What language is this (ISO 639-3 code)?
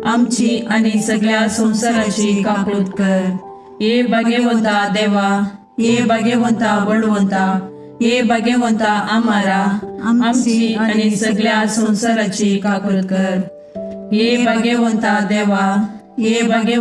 kok